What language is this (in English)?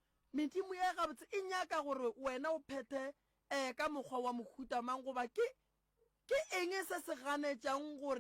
Northern Sotho